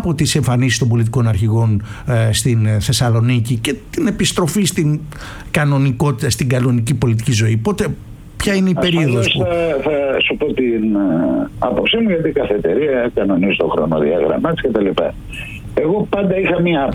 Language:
Greek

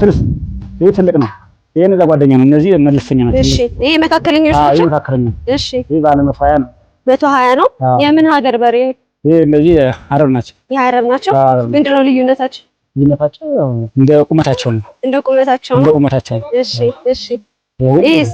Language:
Amharic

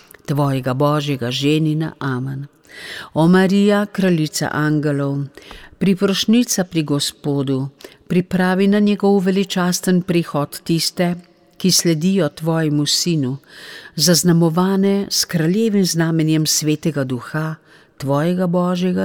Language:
Slovenian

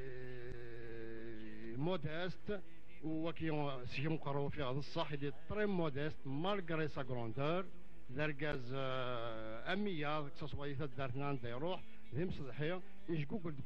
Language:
Kabyle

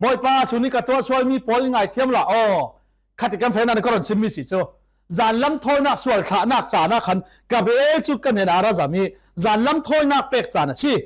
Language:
Falam Chin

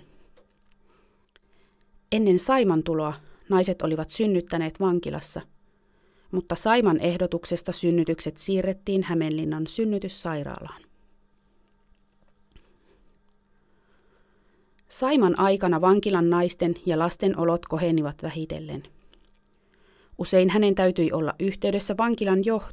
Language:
Finnish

